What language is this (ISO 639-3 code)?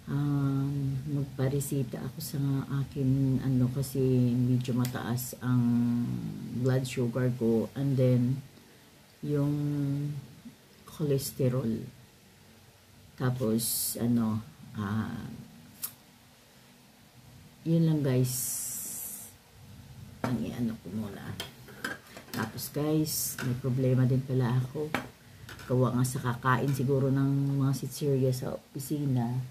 fil